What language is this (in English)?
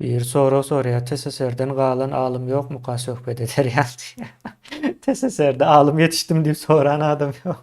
Turkmen